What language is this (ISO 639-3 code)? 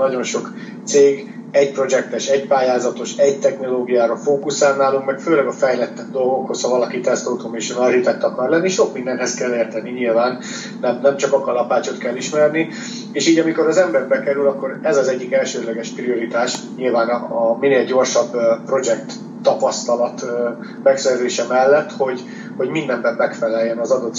hun